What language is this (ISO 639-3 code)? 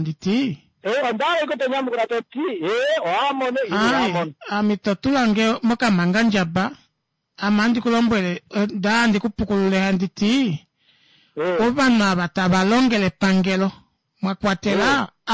kua